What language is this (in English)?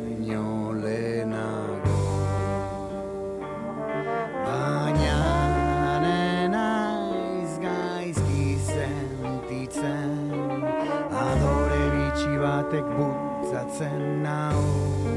Basque